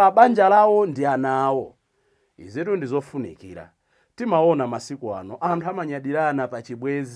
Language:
Nyanja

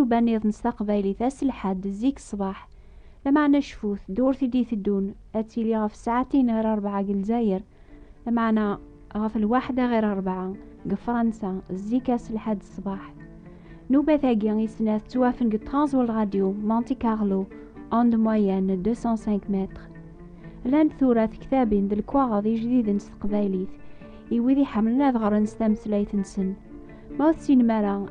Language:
Kabyle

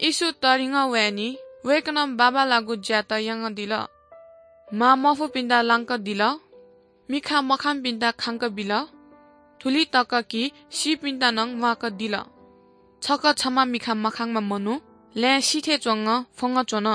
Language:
Newari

